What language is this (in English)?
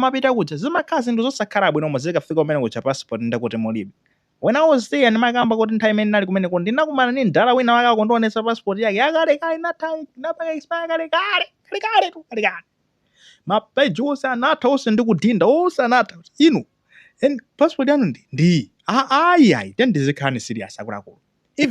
Nyanja